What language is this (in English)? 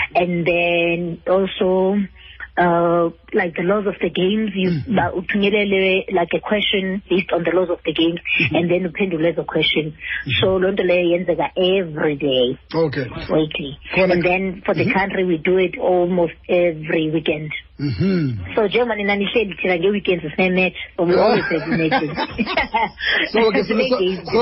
Xhosa